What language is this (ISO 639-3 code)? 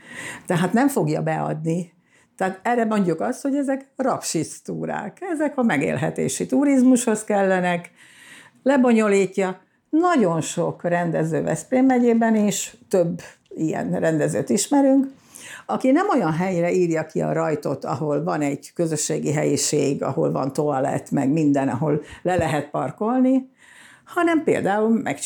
hun